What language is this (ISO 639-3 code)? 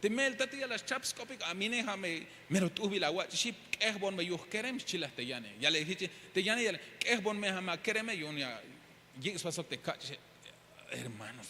tzh